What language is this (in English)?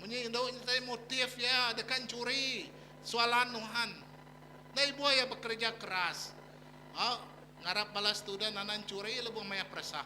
Iban